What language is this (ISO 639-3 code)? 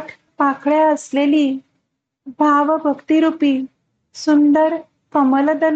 mar